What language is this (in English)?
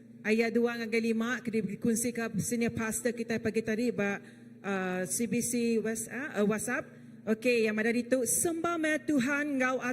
Iban